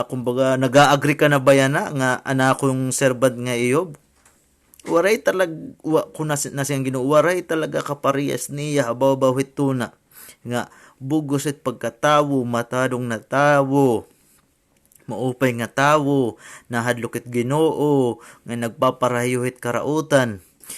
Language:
Waray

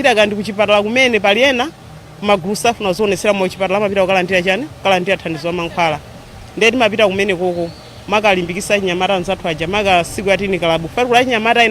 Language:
Nyanja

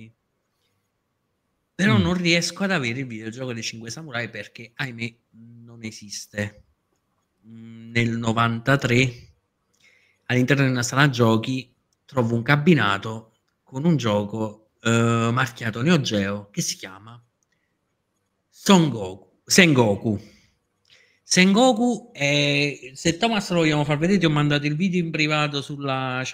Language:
Italian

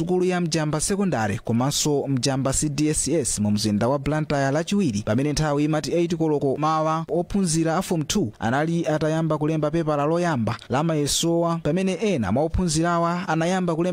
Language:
Nyanja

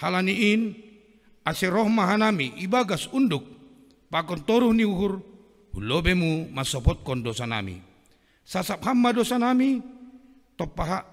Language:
Batak Simalungun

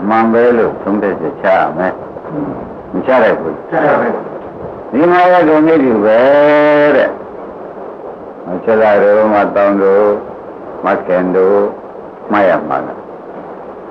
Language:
Burmese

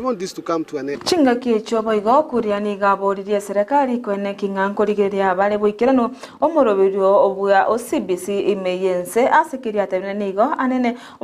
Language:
Gusii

